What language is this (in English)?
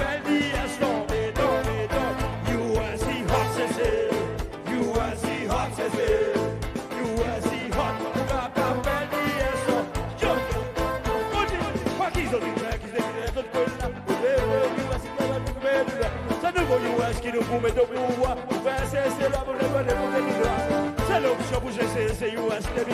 Seselwa Creole French